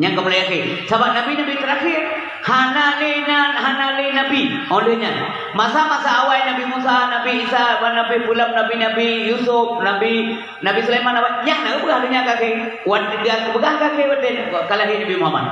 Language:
Achinese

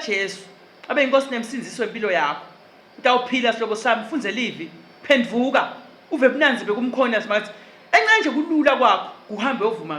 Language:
Swati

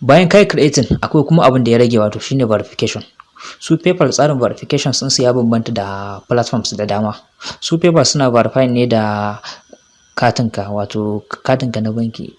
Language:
Hausa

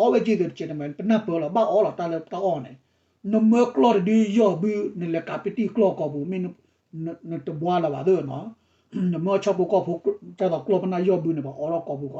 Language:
S'gaw Karen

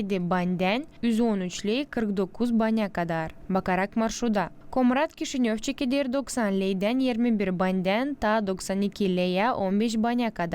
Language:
Gagauz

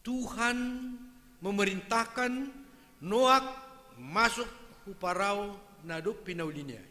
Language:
Batak Simalungun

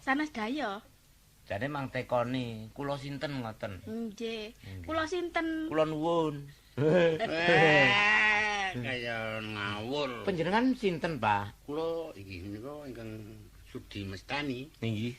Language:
Javanese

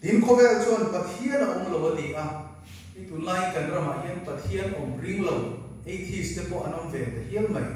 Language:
Mizo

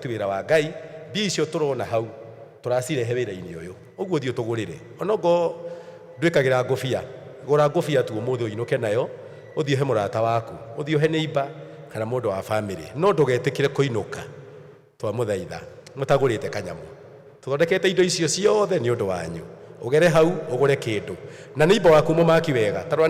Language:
Kikuyu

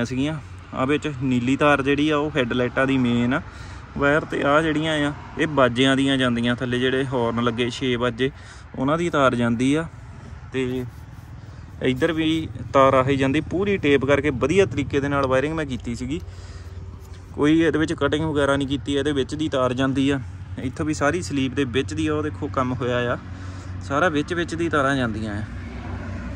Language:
Punjabi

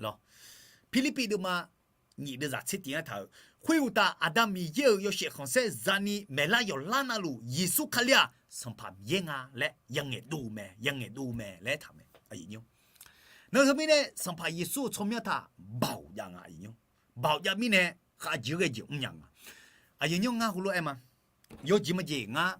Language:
Akha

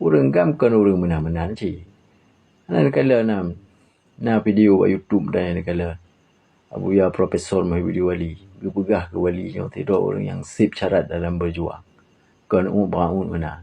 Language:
Achinese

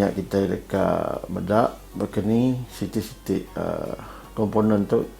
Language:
Iban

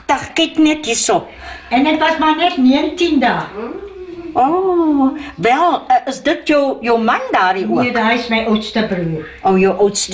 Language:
Afrikaans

